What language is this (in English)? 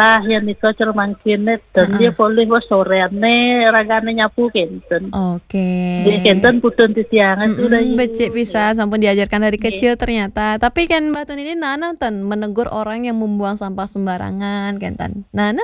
Balinese